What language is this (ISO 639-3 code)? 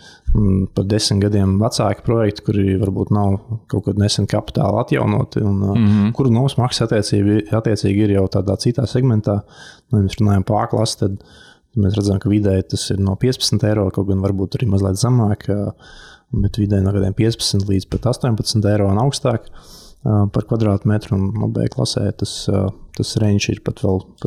lav